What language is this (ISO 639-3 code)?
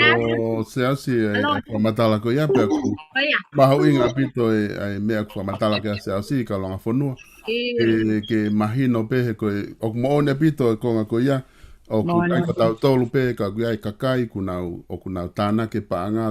ton